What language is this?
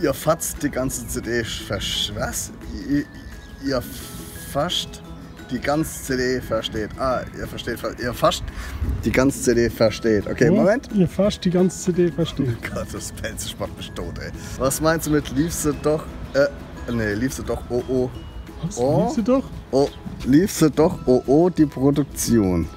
Palatine German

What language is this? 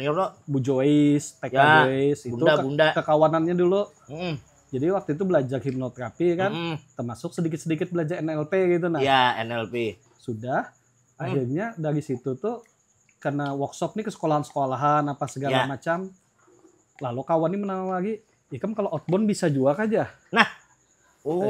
Banjar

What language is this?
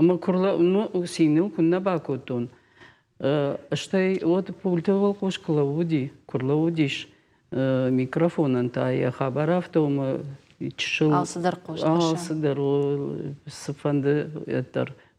Ossetic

